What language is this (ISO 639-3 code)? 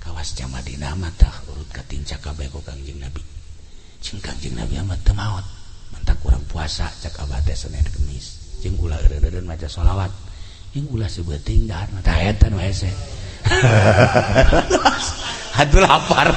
sun